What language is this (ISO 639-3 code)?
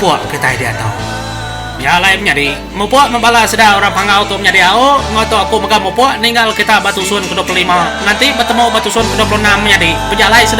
iba